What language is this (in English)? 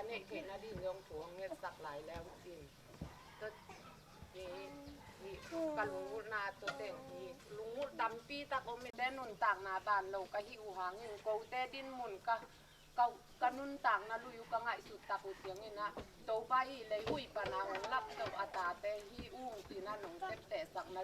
Tedim Chin